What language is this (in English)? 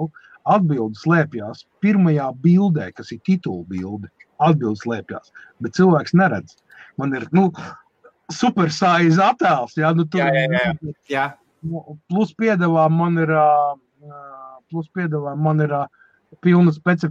Latvian